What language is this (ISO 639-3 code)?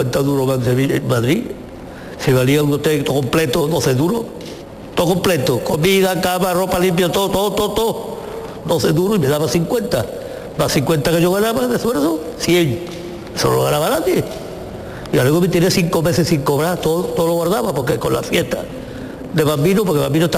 spa